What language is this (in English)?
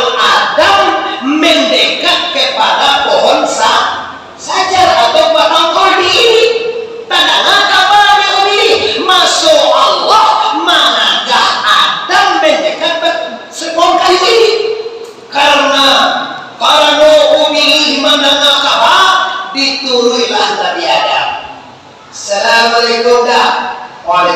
Minangkabau